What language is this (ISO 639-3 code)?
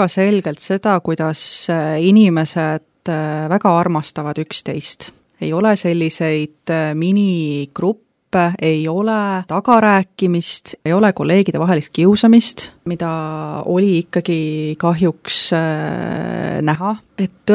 est